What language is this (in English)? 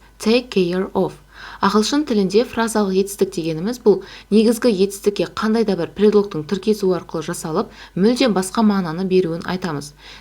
Kazakh